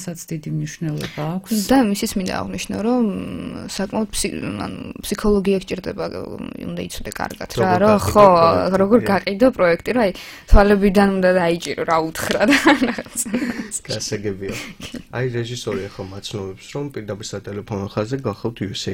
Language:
Georgian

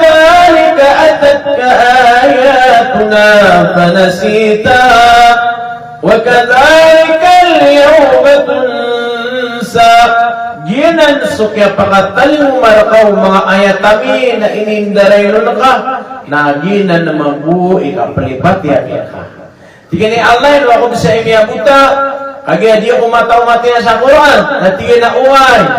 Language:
Maranao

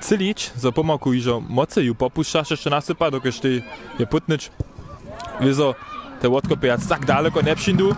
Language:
Upper Sorbian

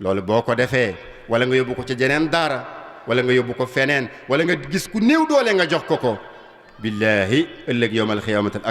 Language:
Wolof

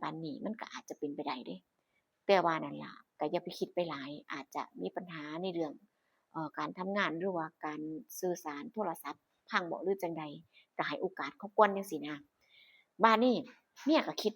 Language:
Northeastern Thai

